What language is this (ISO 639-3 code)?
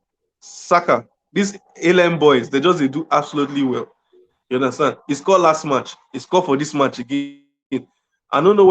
pcm